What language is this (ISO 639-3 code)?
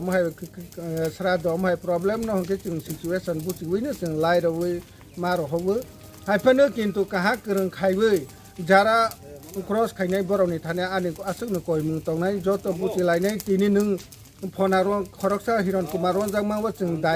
ria